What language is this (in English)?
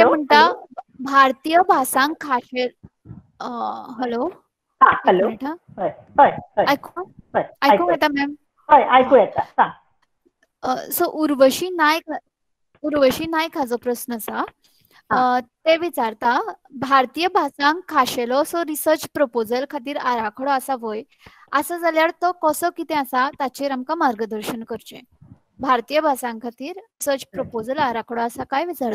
Konkani